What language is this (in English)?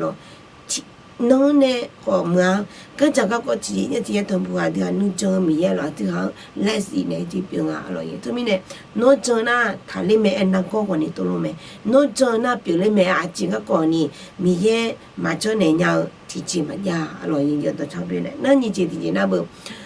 Akha